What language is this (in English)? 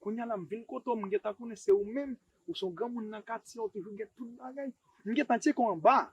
Haitian Creole